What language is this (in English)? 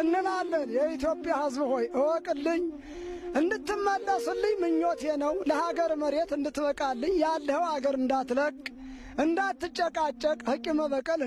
Amharic